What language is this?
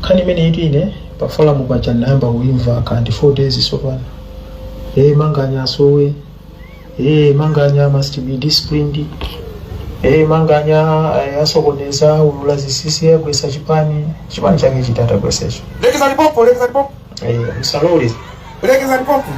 Nyanja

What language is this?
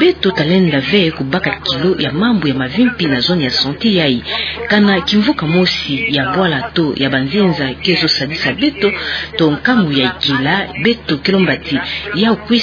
Kituba (Democratic Republic of Congo)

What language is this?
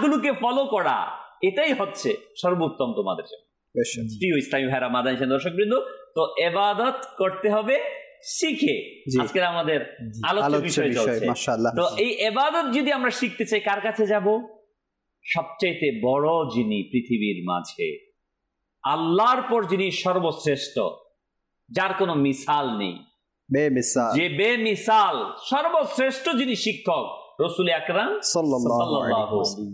Bangla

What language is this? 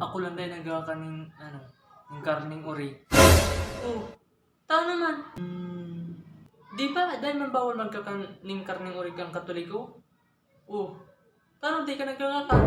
Bikol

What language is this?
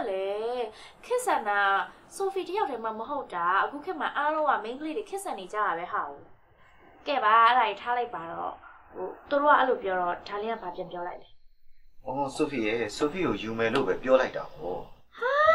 Burmese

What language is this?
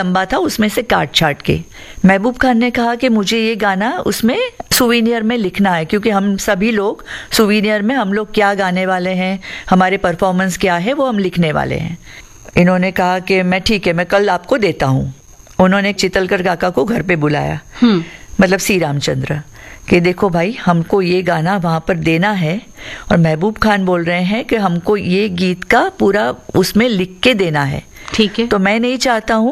Hindi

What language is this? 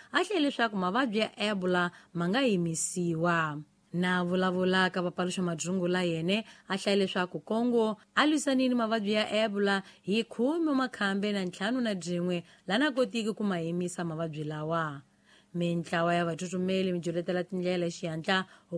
Tsonga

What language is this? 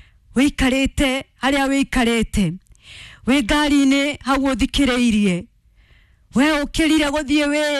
Kikuyu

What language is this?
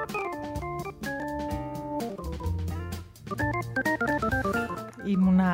Greek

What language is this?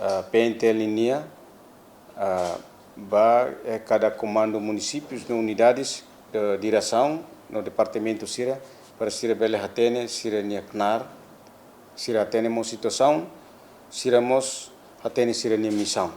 Tetum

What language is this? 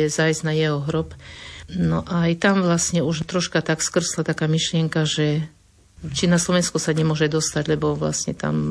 Slovak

